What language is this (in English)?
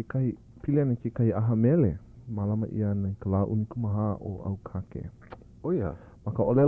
Hawaiian